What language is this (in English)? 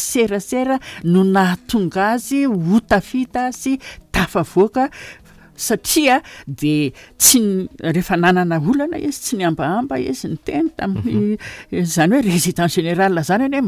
Malagasy